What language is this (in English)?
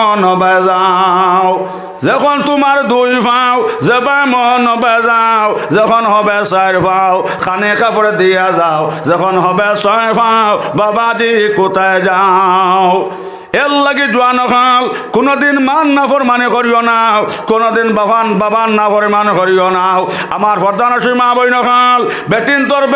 Sylheti